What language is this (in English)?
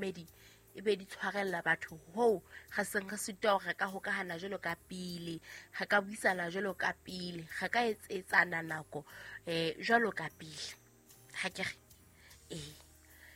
Southern Sotho